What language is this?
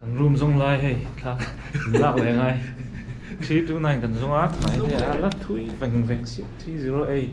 Mizo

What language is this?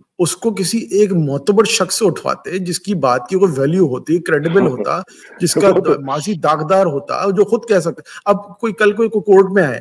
Urdu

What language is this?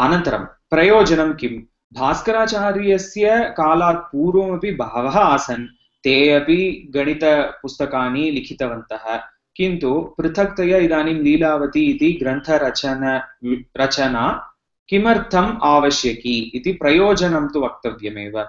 Sanskrit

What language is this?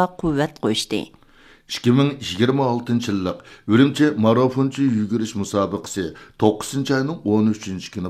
Uyghur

